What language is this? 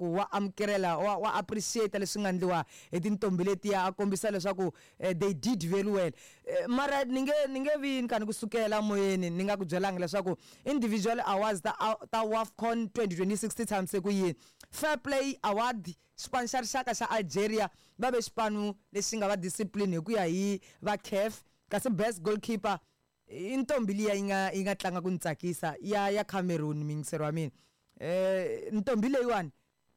Tsonga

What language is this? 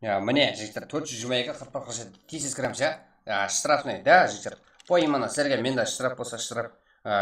Kara-Kalpak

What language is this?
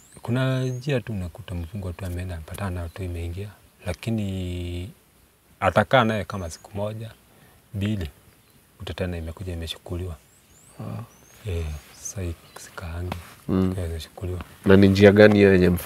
Swahili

